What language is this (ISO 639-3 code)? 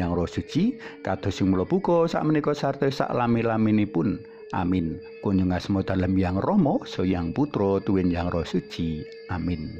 jav